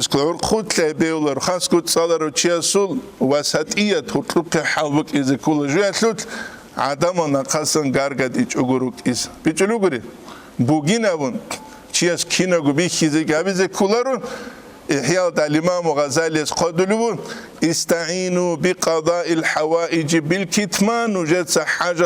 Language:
Avaric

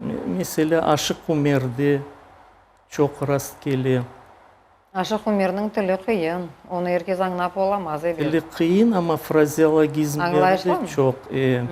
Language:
Crimean Tatar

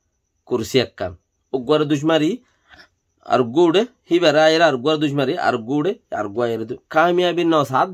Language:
Rohingya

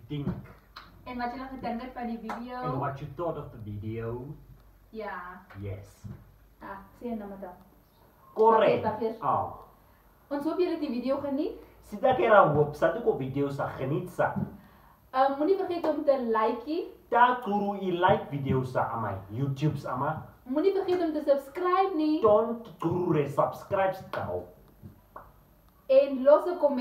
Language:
Afrikaans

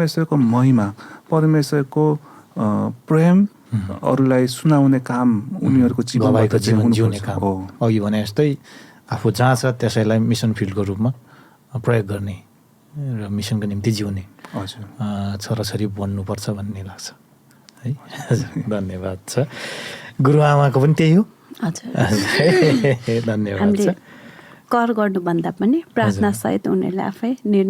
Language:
Nepali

